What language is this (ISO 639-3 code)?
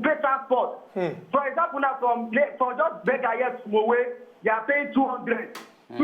pcm